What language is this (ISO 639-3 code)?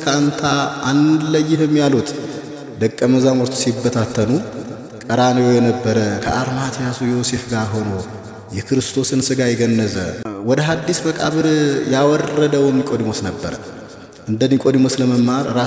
amh